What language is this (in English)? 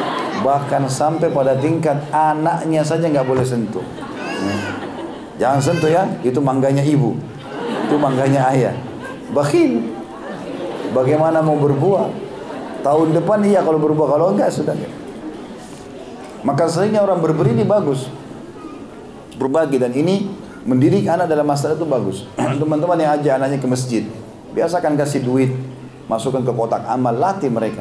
Indonesian